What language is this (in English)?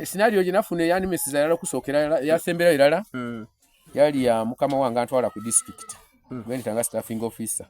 Soga